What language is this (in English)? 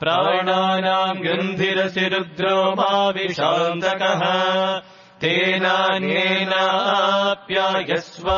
Sanskrit